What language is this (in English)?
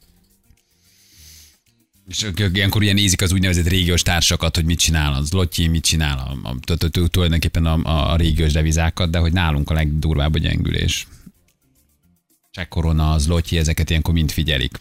Hungarian